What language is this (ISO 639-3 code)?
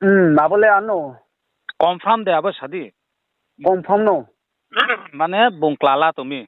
ria